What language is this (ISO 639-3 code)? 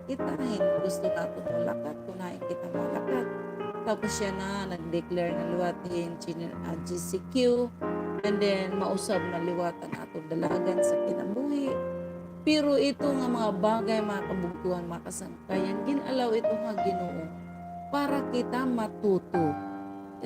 war